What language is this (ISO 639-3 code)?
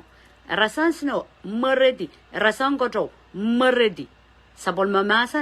pon